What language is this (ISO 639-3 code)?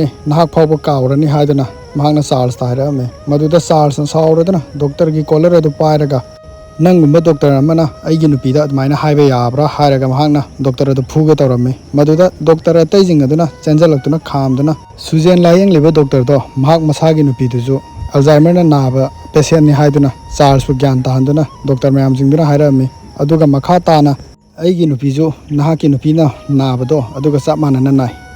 mni